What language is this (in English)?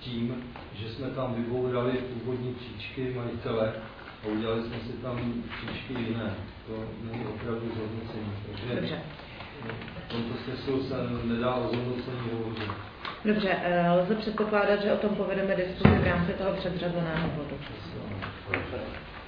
Czech